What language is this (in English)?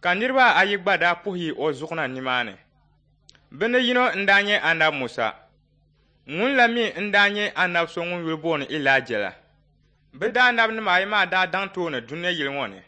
Dagbani